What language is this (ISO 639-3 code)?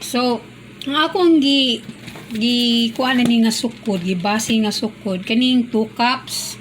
ceb